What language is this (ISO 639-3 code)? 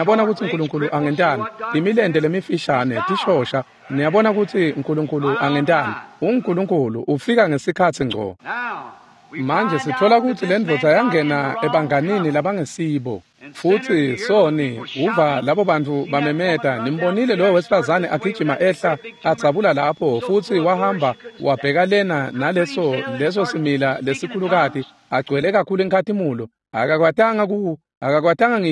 ssw